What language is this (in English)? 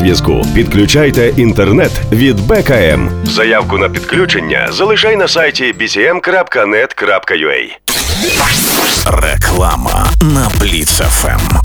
Ukrainian